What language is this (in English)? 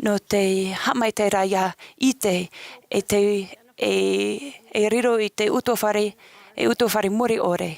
Tahitian